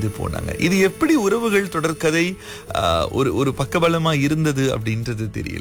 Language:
Tamil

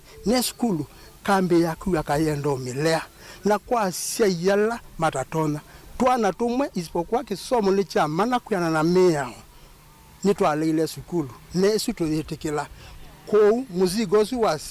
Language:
Kamba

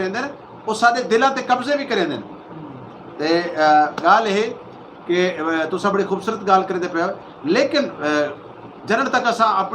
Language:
Saraiki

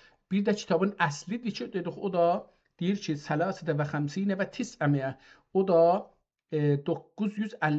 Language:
South Azerbaijani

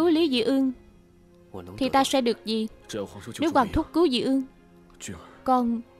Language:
Vietnamese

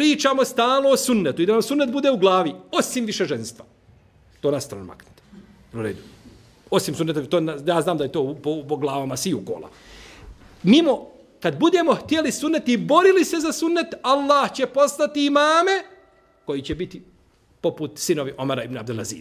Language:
Bosnian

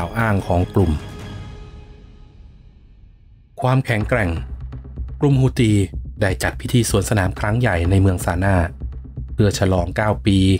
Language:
Thai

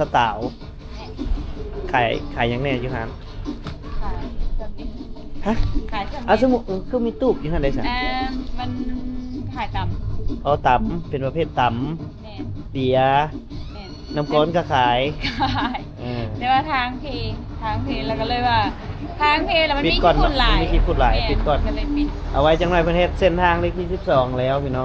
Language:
Lao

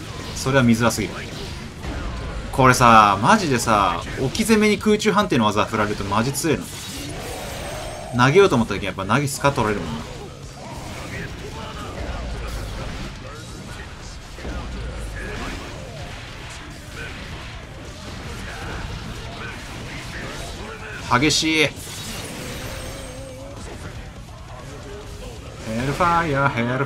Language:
Japanese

